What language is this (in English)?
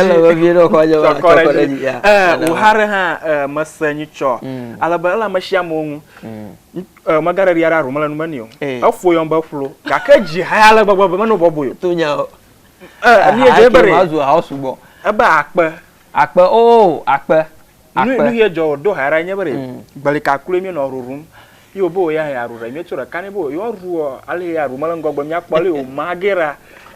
Ewe